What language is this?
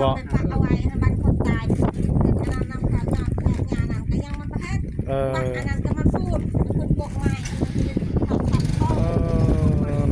Northeastern Thai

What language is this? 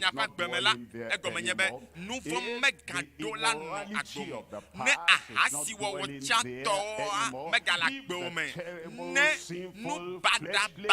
Ewe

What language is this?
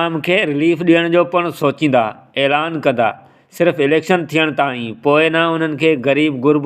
Sindhi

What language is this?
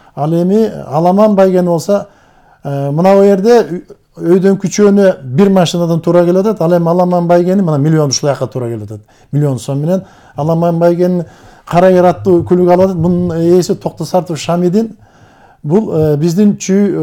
Kyrgyz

